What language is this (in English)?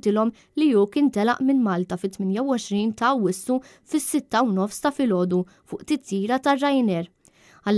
Maltese